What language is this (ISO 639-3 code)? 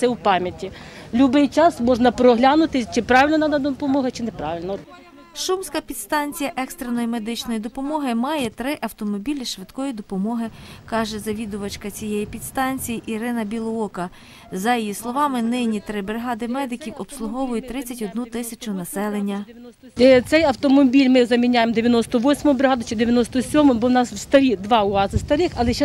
ukr